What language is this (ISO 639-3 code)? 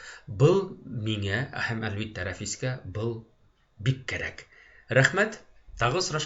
bak